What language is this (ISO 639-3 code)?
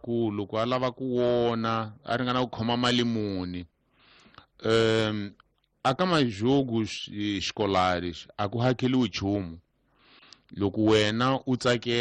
tso